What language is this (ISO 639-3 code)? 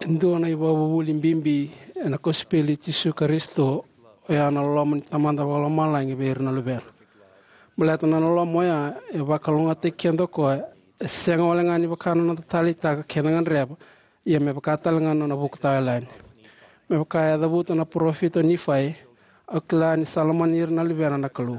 fij